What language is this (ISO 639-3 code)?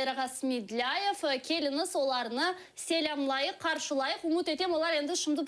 crh